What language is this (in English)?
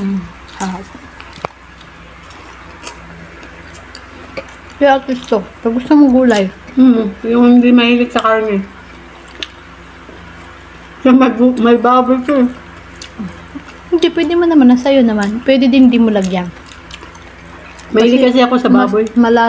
Filipino